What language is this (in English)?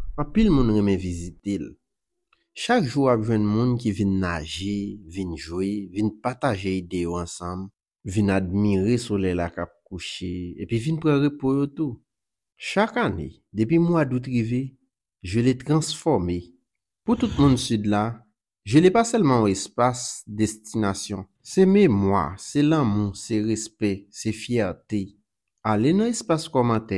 Haitian Creole